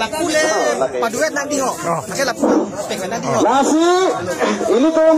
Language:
Karbi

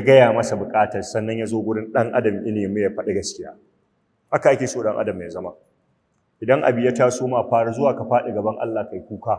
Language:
Hausa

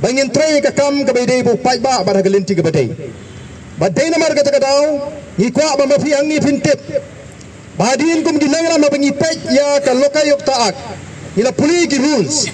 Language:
Khasi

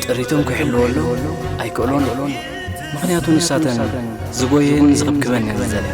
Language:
Tigrinya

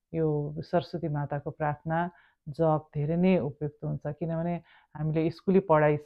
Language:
Nepali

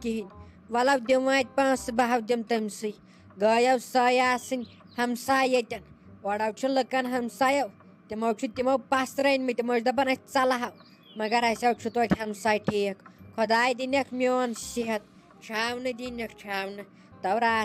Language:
Kashmiri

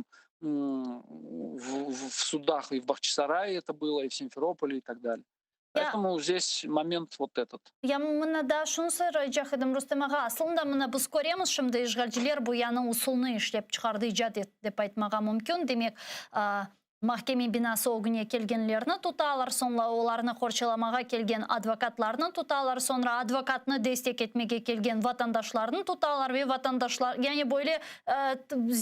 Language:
Crimean Tatar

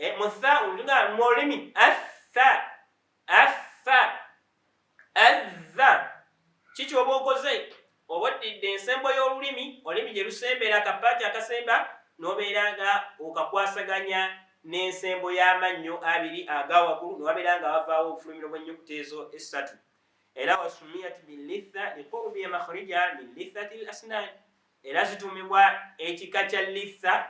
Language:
Ganda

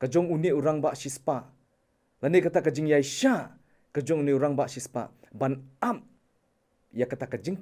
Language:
Khasi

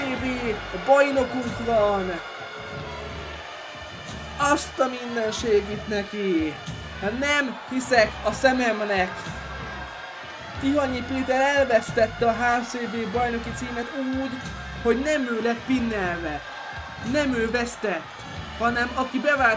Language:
Hungarian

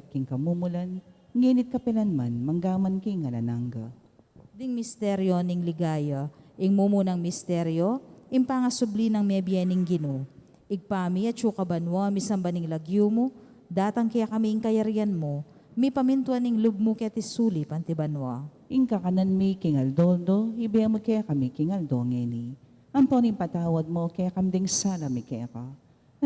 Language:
Pampanga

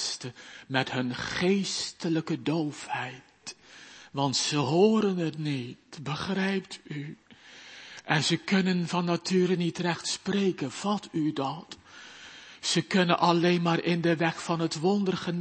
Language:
Dutch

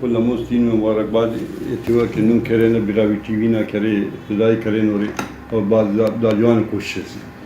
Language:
Brahui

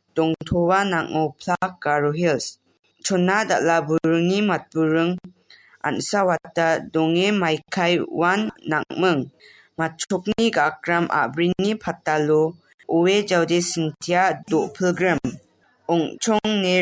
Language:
Garo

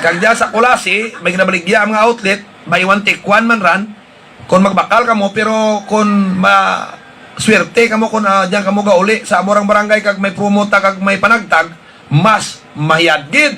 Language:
Hiligaynon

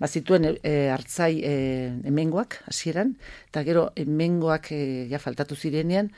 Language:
Basque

